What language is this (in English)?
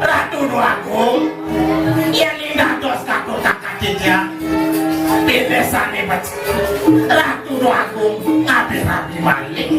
Balinese